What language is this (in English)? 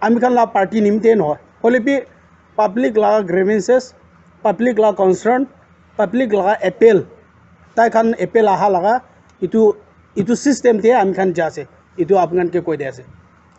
Naga Pidgin